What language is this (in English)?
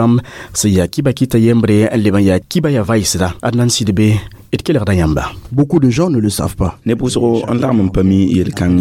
Mossi